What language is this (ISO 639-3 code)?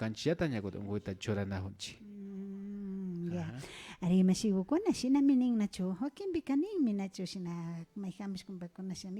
qvi